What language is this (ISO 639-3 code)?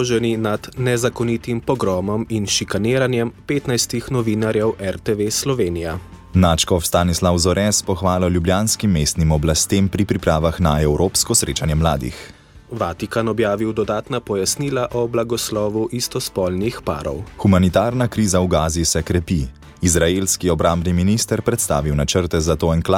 slv